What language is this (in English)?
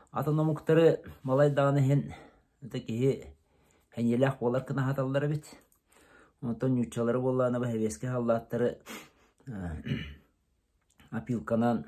Yakut